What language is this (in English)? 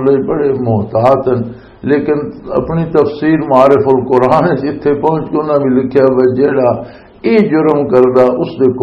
Western Panjabi